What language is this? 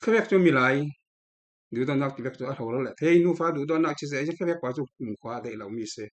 Falam Chin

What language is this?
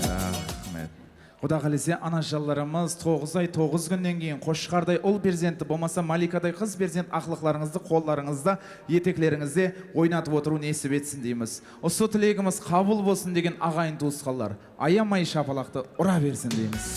Kara-Kalpak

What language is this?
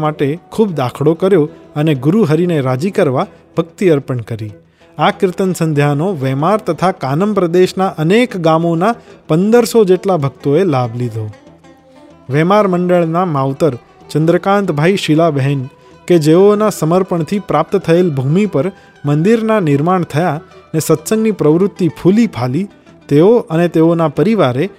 Gujarati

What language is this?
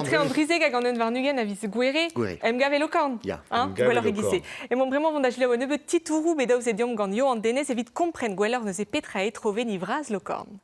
Breton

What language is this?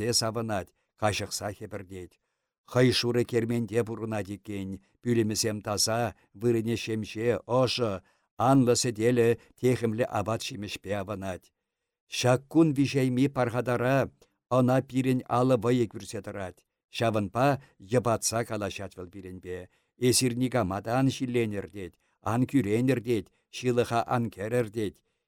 Chuvash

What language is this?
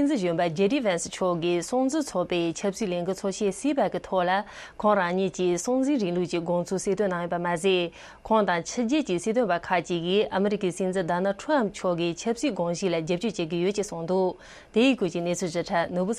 Tibetan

